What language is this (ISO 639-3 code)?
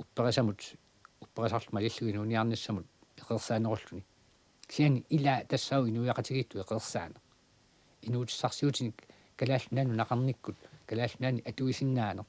kal